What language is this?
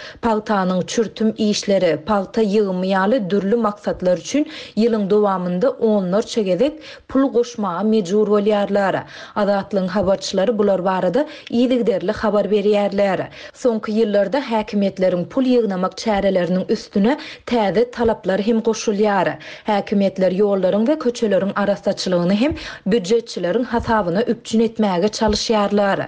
Turkmen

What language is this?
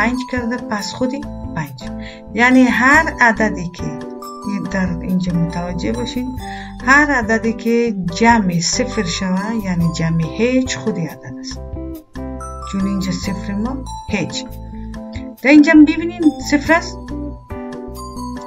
Persian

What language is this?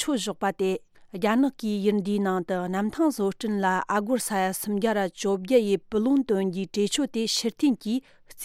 Tibetan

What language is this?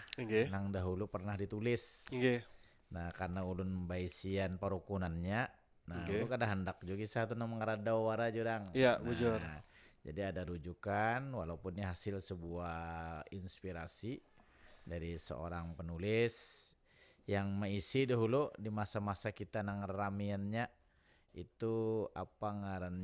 Banjar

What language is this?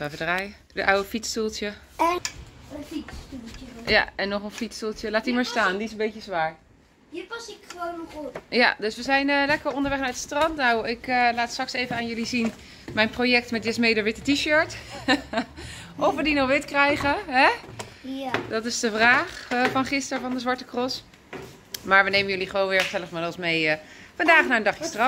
Dutch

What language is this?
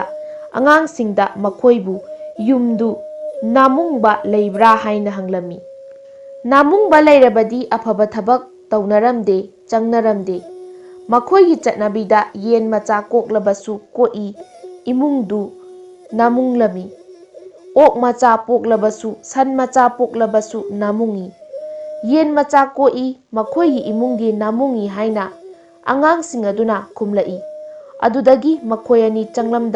Manipuri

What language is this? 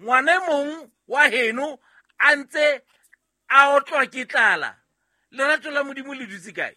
Southern Sotho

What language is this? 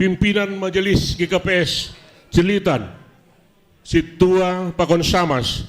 Batak Simalungun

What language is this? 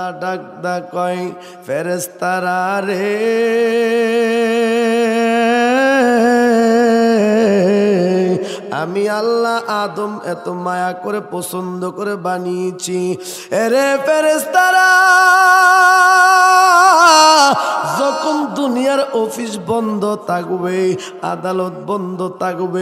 Bangla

